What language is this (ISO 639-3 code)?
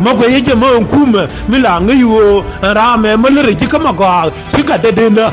nus